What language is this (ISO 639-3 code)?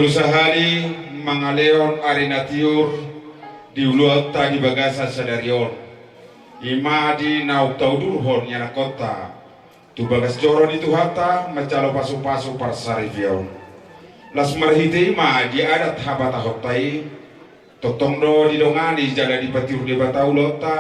bbc